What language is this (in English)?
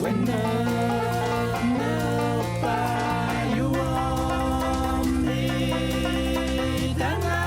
Kalaallisut